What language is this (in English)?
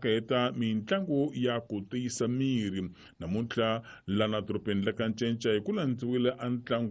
Tsonga